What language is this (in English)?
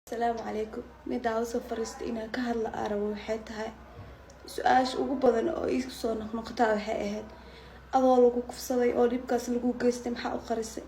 Somali